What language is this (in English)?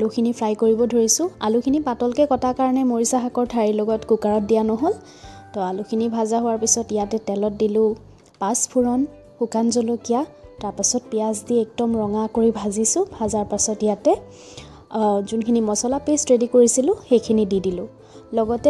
Assamese